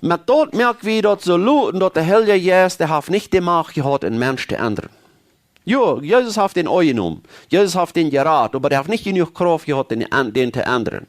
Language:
Plautdietsch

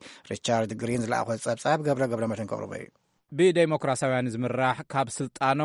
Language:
Tigrinya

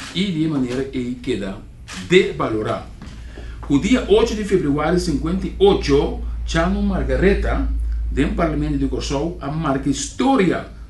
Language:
Papiamento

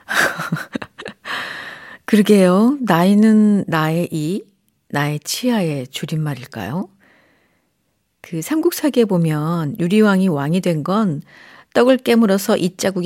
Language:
Korean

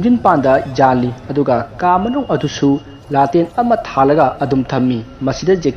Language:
Manipuri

